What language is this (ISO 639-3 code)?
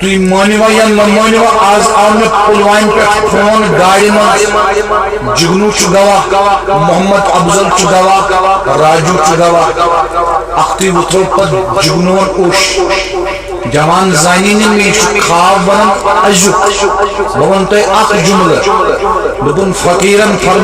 kas